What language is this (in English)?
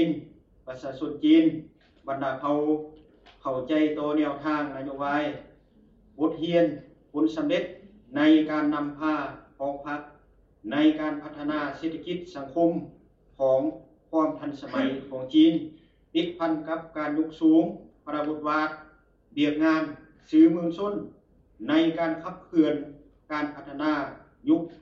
Lao